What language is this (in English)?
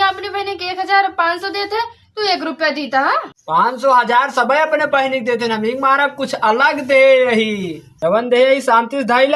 Awadhi